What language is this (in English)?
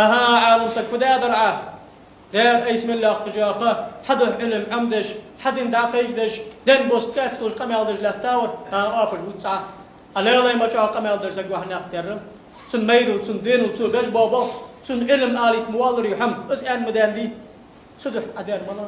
Ingush